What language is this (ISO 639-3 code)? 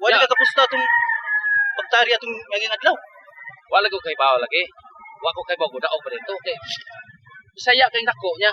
ceb